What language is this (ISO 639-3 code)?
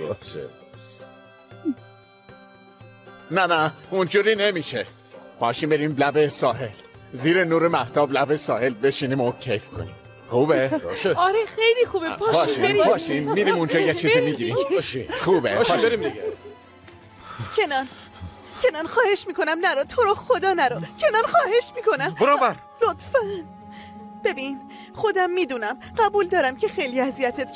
fas